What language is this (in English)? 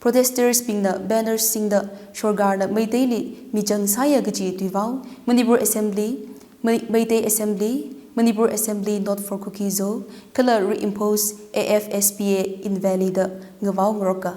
Tangkhul Naga (India)